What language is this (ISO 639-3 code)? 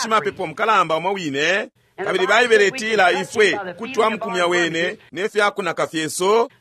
bem